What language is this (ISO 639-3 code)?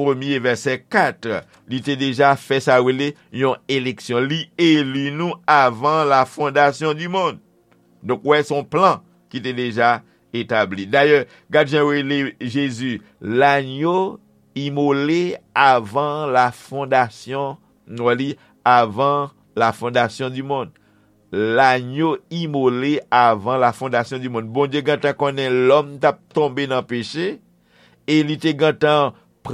hat